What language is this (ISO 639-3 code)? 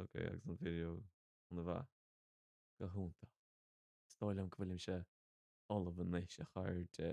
gle